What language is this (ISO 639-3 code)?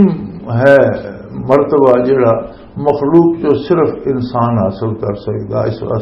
lah